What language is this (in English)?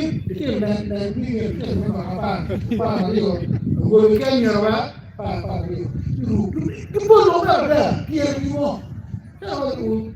Acoli